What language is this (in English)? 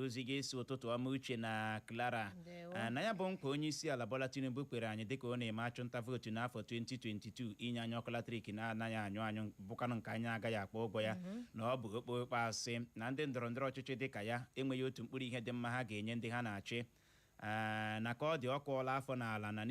Igbo